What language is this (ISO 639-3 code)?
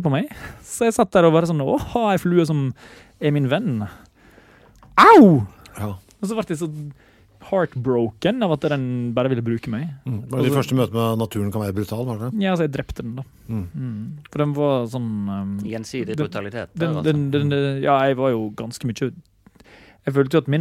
nor